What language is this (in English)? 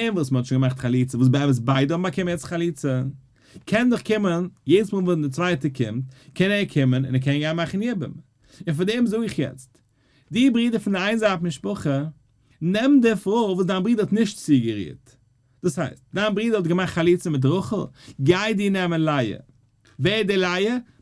Yiddish